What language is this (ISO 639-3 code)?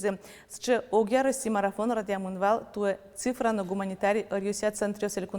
udm